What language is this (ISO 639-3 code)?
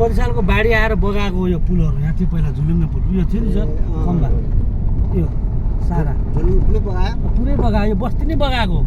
nep